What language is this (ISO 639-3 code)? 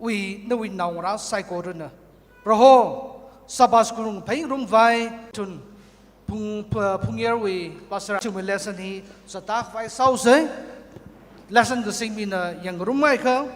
nmf